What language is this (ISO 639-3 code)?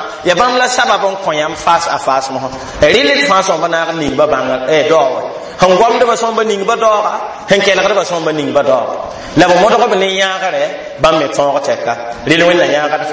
mos